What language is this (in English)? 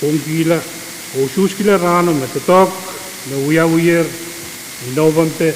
Pohnpeian